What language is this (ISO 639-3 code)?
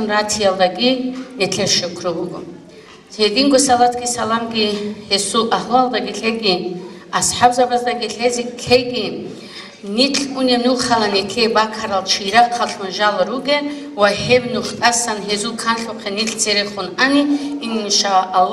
ava